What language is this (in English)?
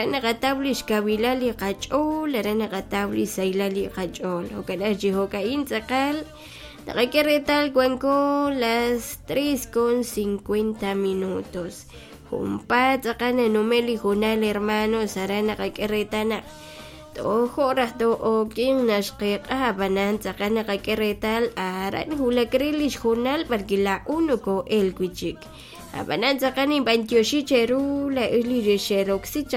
Kekchí